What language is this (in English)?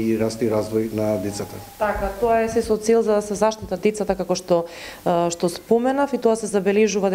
Macedonian